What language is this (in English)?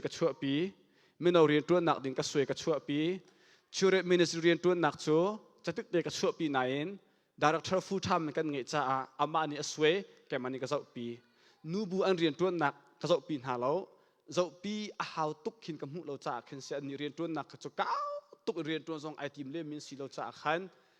Hakha Chin